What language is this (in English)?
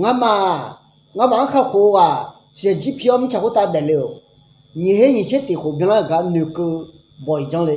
Akha